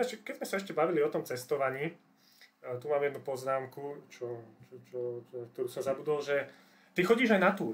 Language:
Slovak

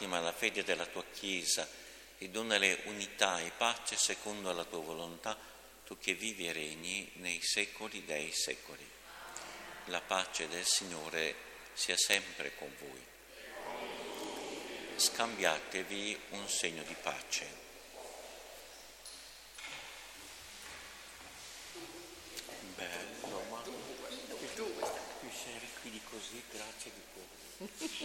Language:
Italian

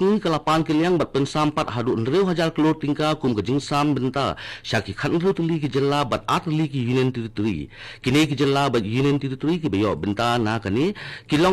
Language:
Khasi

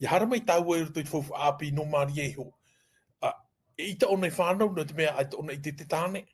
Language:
Tahitian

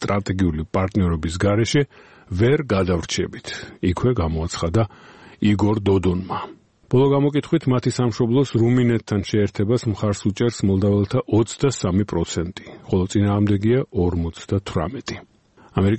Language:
Georgian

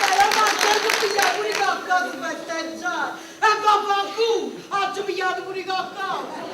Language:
Neapolitan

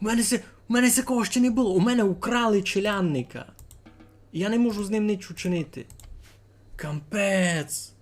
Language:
Rusyn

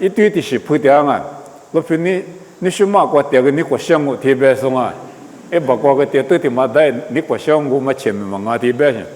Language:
Lisu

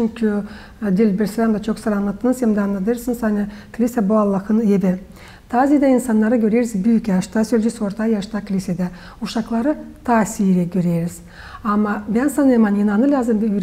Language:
Gagauz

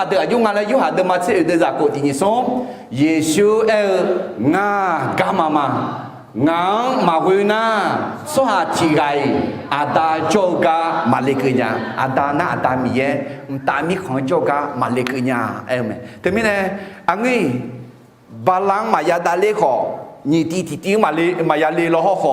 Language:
Akha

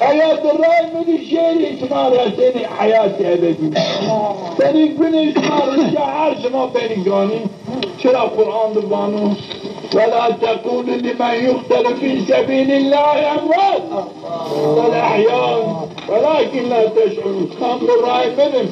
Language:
Zaza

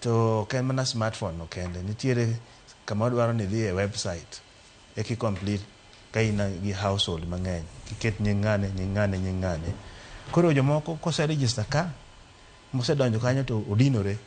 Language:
Luo (Kenya and Tanzania)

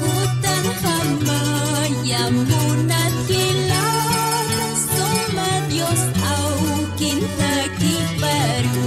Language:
Aymara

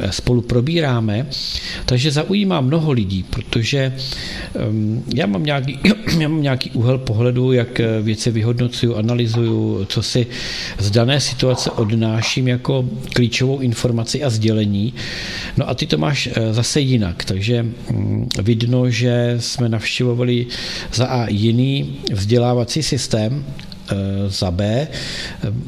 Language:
Czech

